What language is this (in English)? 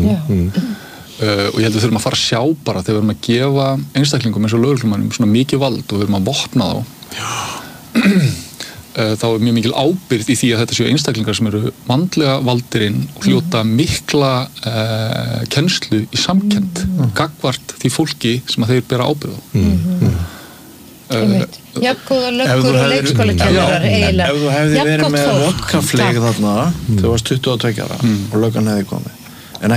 Icelandic